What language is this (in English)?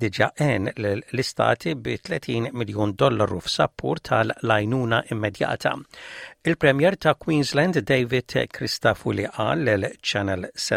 Maltese